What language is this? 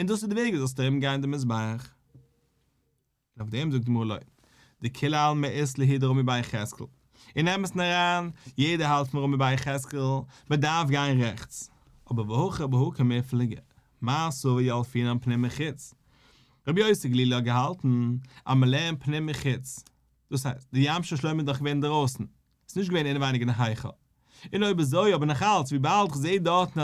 Yiddish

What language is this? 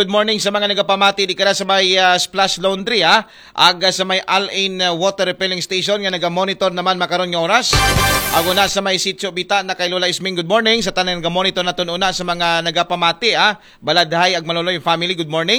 Aklanon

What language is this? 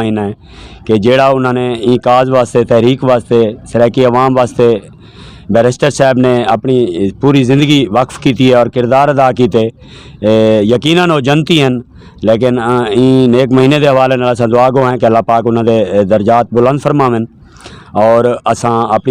Saraiki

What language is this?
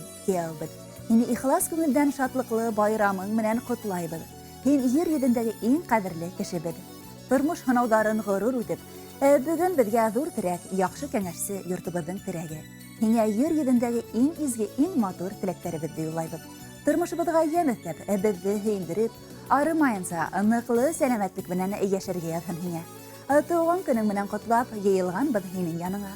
Bashkir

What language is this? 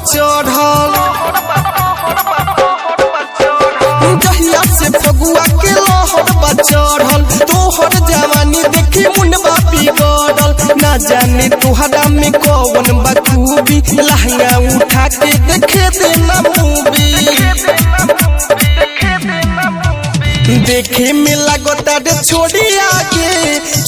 Bhojpuri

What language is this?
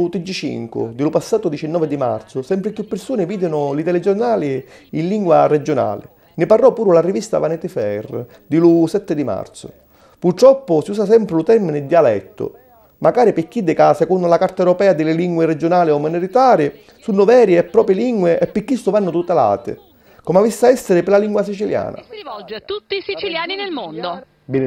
Sicilian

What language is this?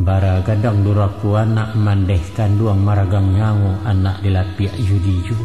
Minangkabau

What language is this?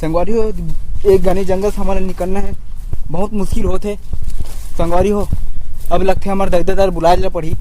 Chhattisgarhi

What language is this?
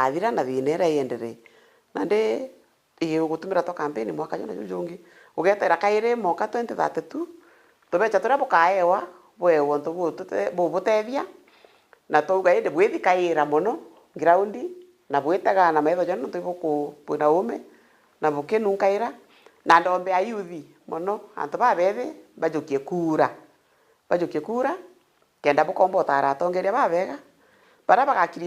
Meru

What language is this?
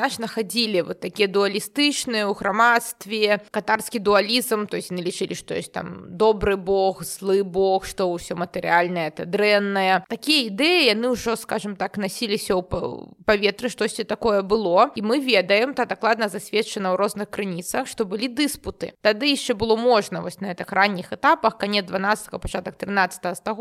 Belarusian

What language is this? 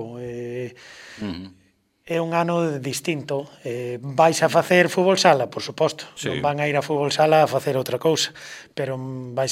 Galician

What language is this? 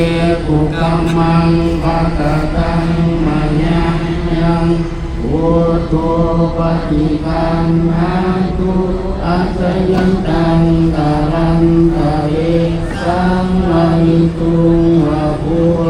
Pali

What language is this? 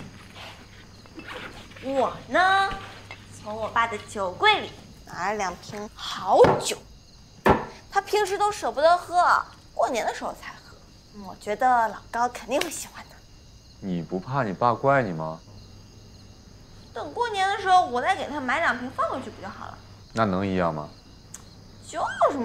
Chinese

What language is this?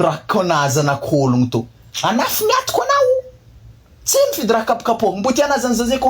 Malagasy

